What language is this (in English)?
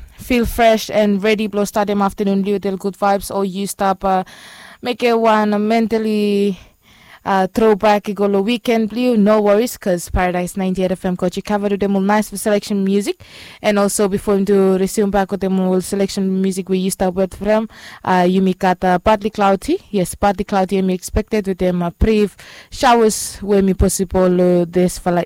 Bislama